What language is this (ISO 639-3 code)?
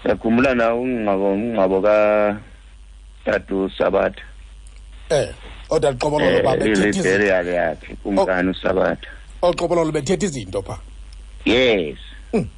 xho